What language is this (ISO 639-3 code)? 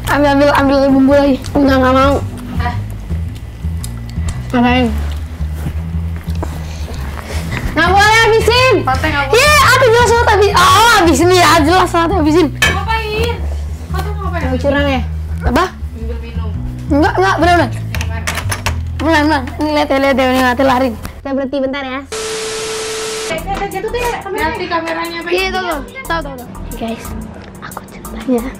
ind